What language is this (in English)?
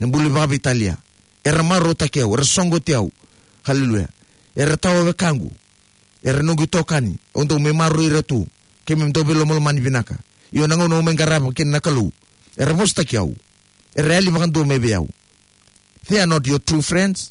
Fijian